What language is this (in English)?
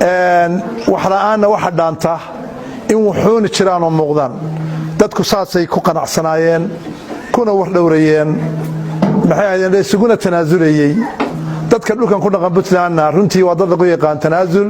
Somali